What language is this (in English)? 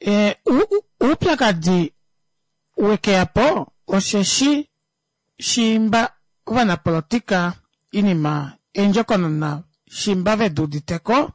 Kuanyama